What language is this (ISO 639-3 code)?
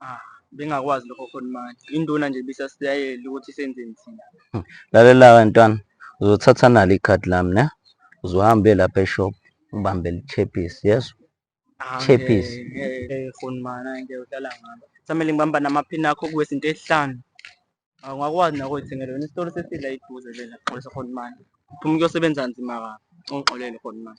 zul